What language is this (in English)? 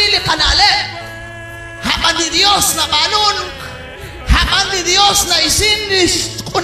Kekchí